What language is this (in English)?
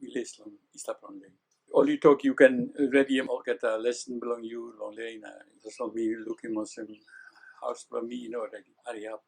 Tok Pisin